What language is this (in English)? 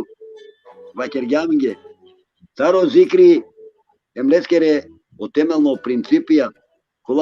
Balkan Romani